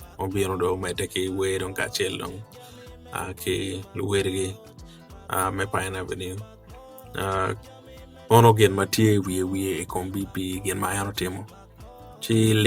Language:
Acoli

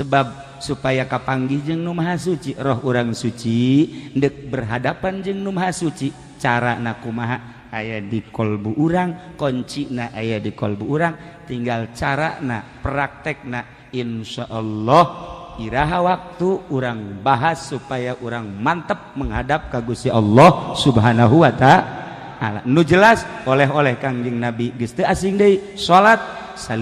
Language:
Sundanese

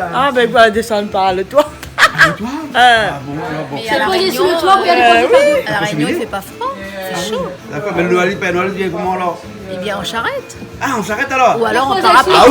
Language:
Réunion Creole French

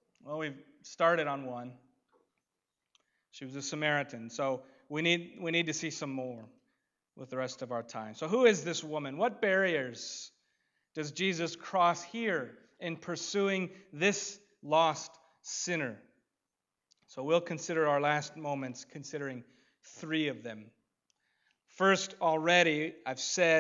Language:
English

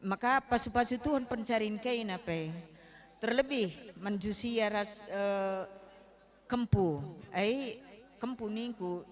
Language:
Batak Karo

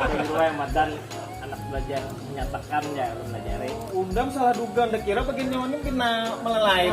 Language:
Banjar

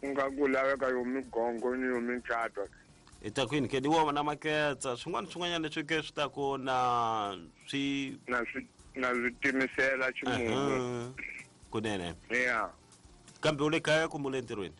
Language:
Tsonga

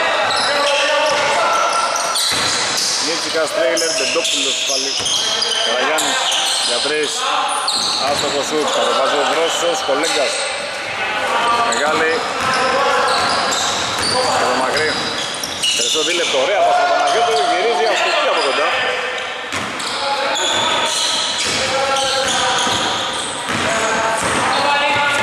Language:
Greek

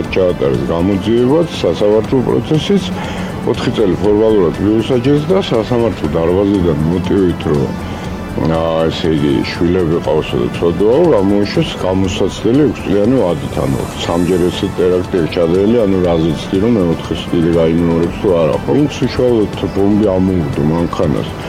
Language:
Georgian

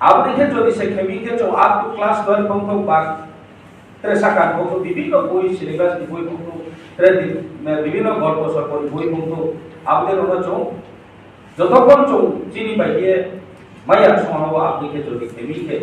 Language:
Riang (India)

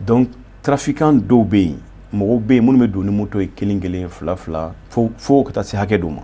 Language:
Bambara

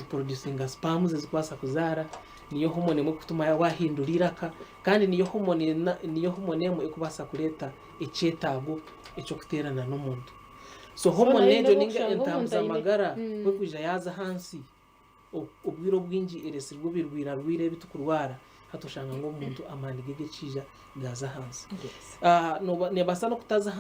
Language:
Nyankole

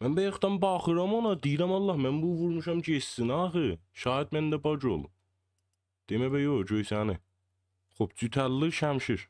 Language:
South Azerbaijani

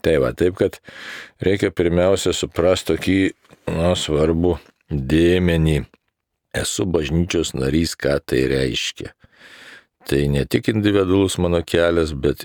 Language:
Lithuanian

